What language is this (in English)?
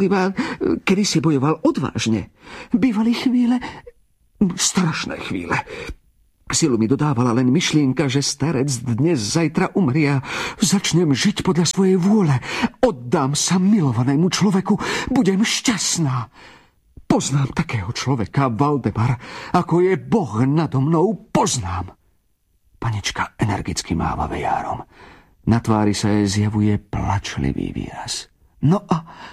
Slovak